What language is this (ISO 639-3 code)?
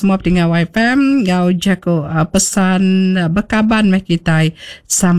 iba